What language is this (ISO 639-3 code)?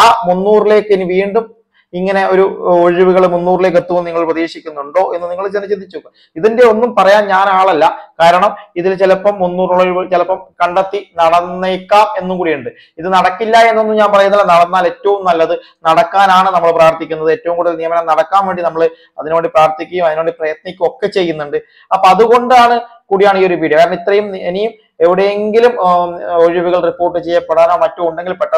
mal